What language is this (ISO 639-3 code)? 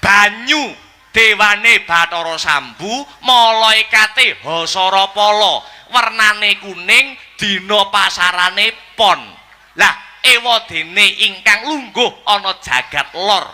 jav